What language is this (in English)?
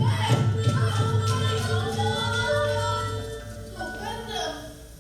Betawi